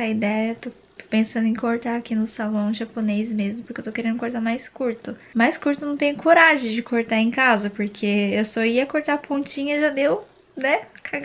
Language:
Portuguese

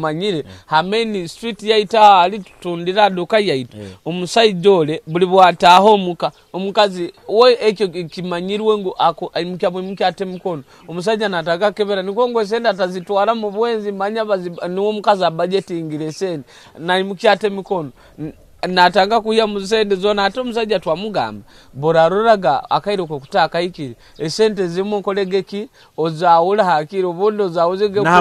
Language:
Nyoro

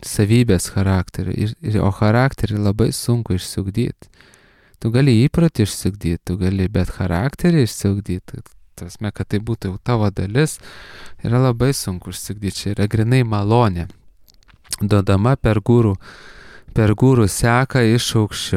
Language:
Lithuanian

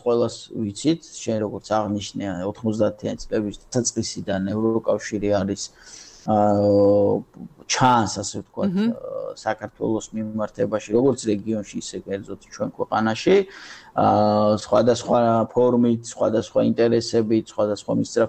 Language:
Georgian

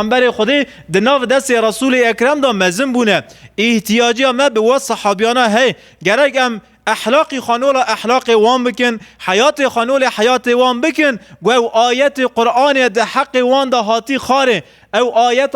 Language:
Kurdish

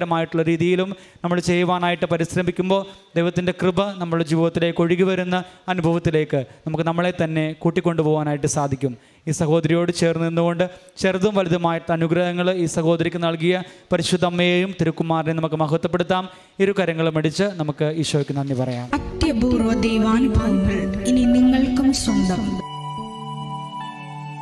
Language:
Malayalam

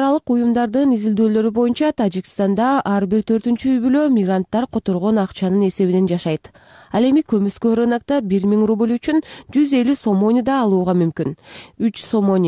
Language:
Kyrgyz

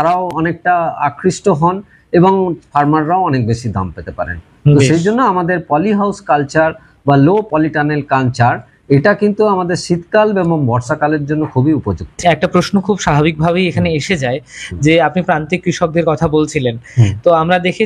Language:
Bangla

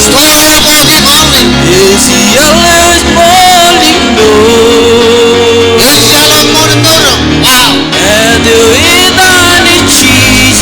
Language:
Marshallese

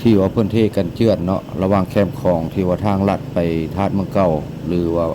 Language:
Lao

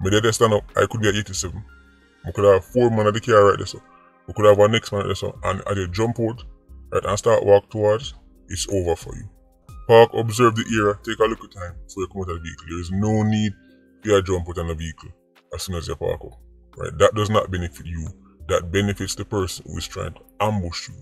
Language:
Jamaican Creole English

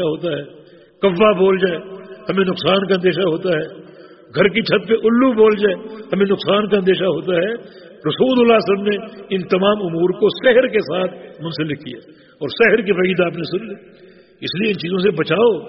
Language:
Urdu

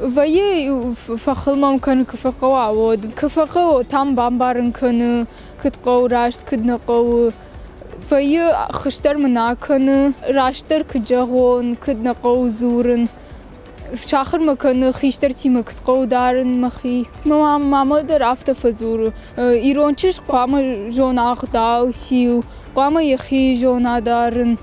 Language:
Ossetic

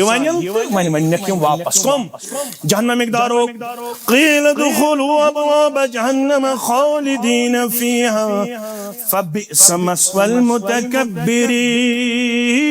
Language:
Kashmiri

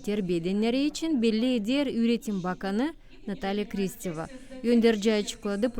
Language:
Gagauz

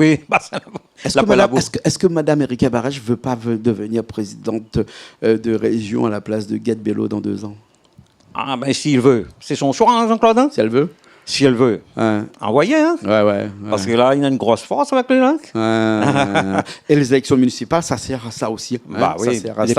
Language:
Réunion Creole French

